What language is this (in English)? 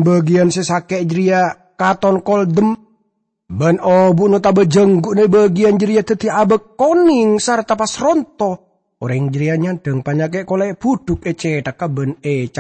Madurese